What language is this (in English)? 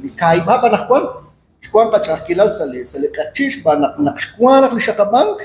Kekchí